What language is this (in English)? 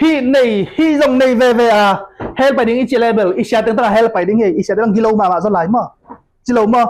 Tedim Chin